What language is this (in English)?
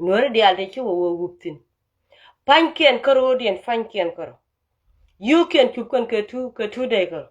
Nuer